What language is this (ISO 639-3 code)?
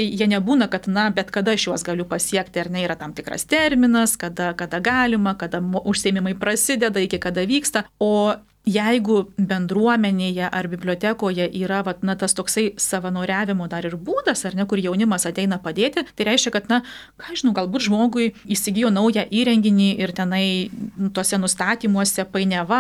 lit